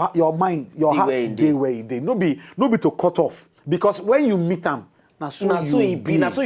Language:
Nigerian Pidgin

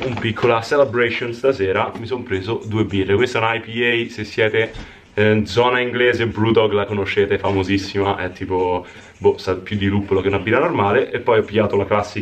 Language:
Italian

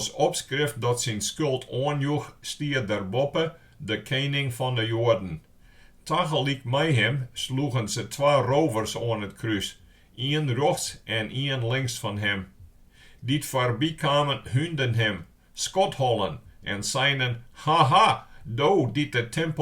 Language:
Western Frisian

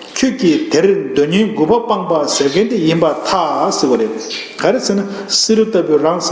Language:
Tibetan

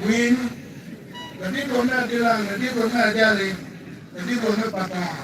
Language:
Acoli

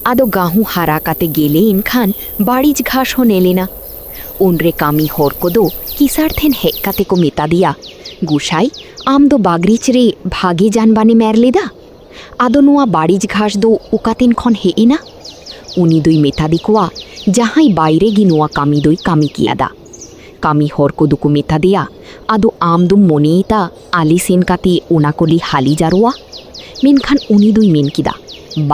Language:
Santali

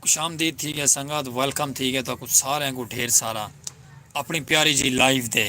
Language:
Saraiki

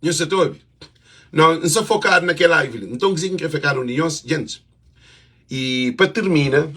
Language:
Kabuverdianu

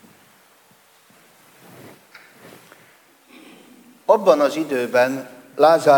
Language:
Hungarian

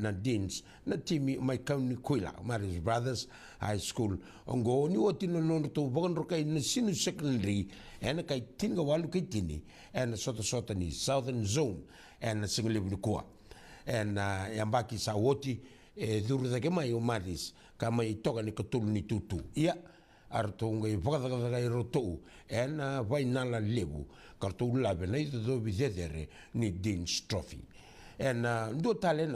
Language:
Fijian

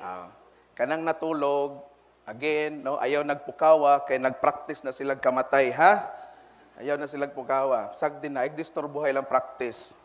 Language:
Cebuano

